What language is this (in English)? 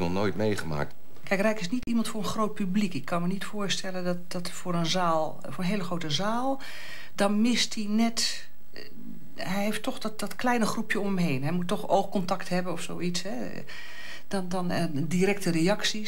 Dutch